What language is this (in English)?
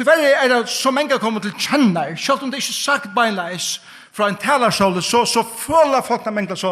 Faroese